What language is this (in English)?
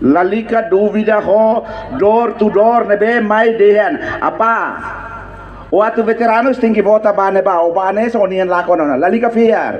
Tetum